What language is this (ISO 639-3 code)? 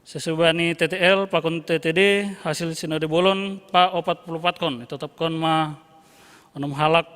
bts